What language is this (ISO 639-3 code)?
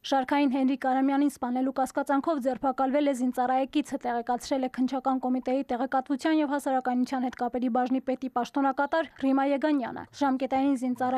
hye